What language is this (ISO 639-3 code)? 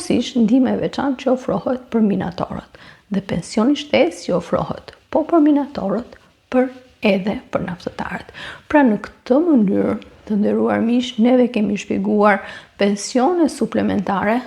sqi